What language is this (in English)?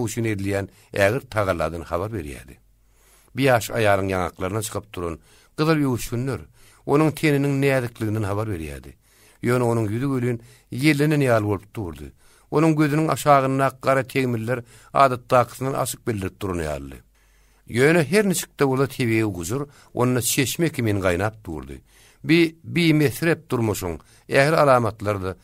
Turkmen